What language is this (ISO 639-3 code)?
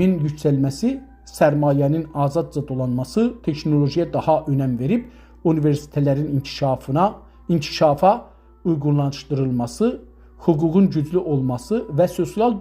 azb